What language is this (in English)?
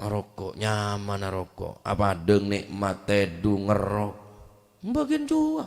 Madurese